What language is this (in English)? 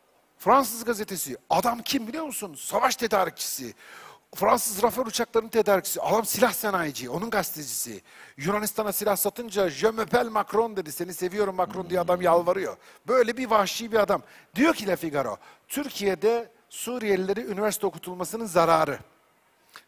Turkish